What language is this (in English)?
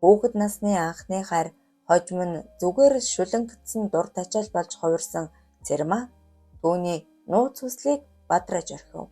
Mongolian